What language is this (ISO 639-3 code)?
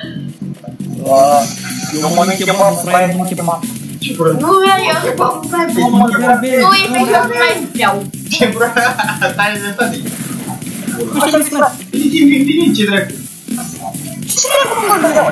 ron